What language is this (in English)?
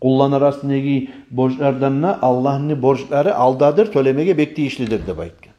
Kumyk